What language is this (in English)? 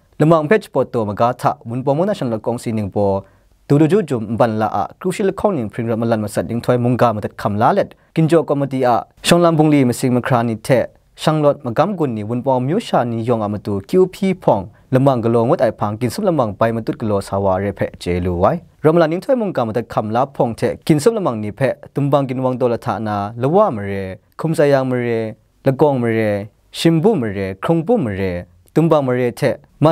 Kachin